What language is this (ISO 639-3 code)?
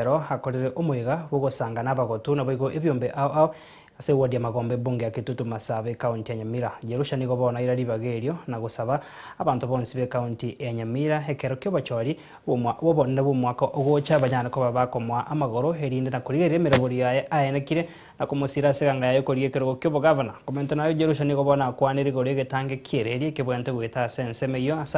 guz